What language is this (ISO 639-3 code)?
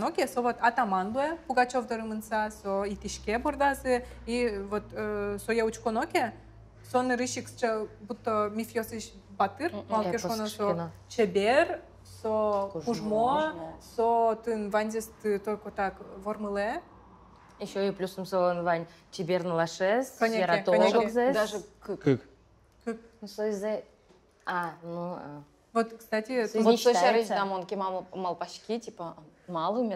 udm